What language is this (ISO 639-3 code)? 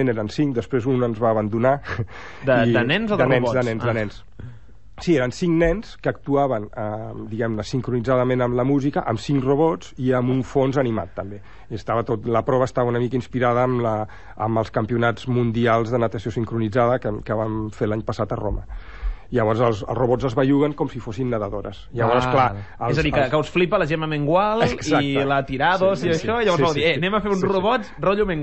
cat